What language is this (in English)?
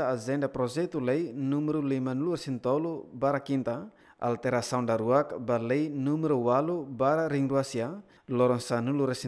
Tetum